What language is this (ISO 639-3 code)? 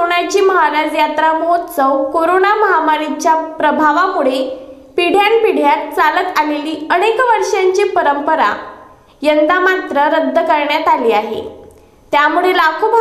mar